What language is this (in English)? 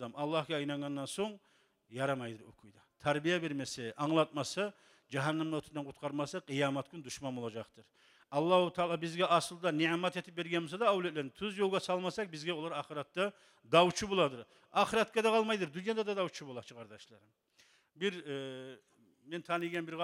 Kumyk